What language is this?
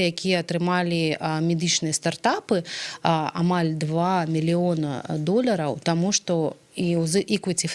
Belarusian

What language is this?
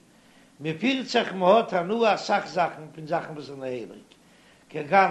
Yiddish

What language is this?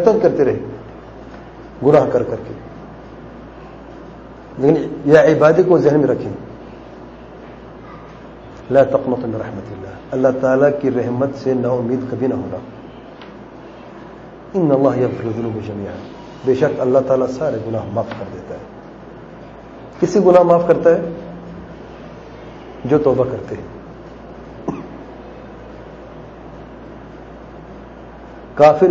Urdu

